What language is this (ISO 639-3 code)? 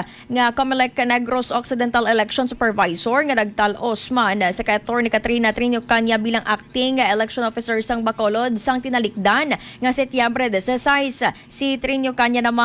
hil